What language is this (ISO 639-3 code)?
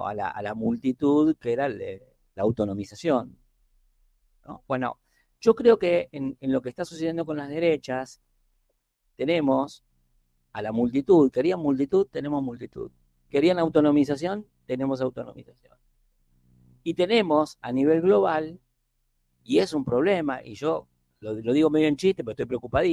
spa